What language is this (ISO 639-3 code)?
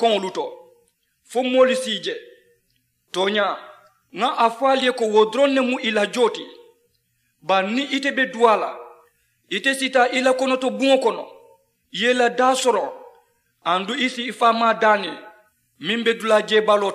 man